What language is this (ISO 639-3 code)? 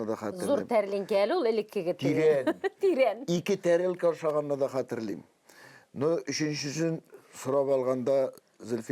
tat